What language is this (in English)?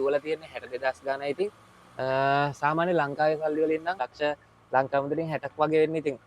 Sinhala